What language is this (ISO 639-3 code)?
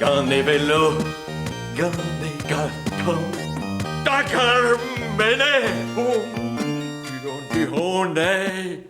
bre